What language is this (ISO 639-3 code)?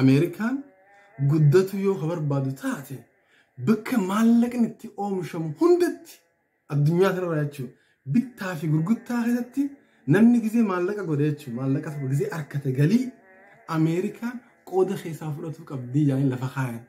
orm